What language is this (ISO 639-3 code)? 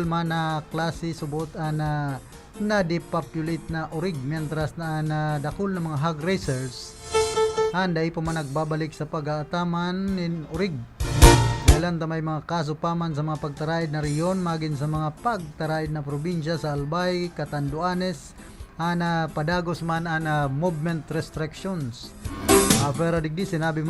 bik